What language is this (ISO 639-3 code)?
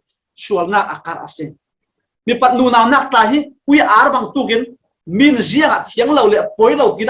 cfm